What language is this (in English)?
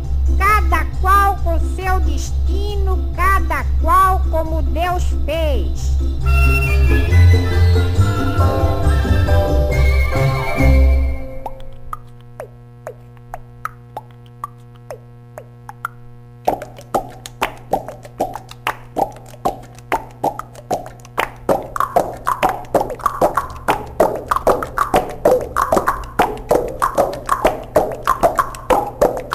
Portuguese